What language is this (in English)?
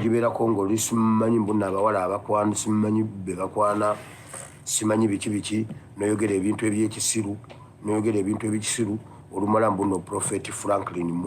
Ganda